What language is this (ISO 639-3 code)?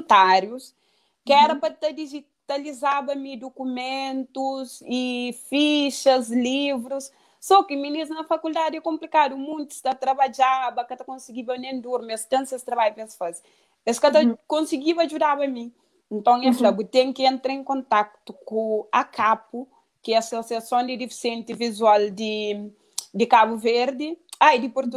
kea